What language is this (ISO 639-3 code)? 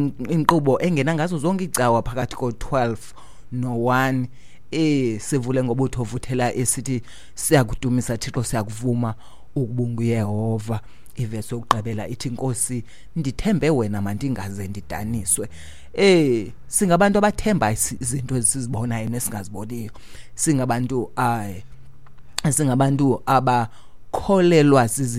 xho